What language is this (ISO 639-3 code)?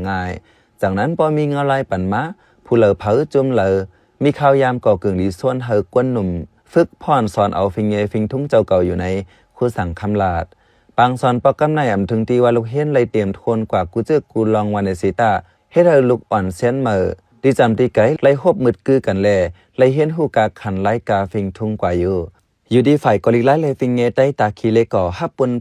shn